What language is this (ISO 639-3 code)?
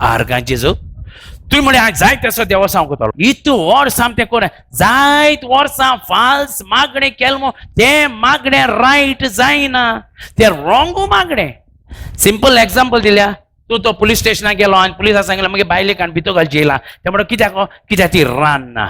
kok